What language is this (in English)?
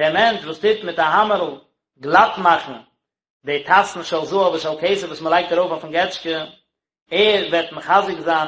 Yiddish